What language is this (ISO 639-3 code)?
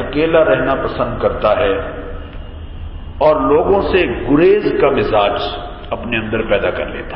urd